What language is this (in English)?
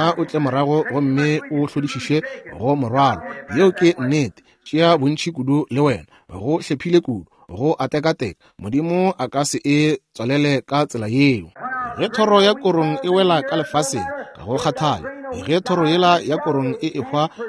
Northern Sotho